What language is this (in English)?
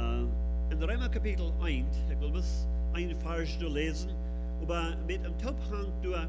Plautdietsch